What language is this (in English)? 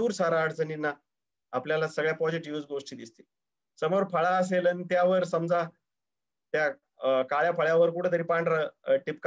Marathi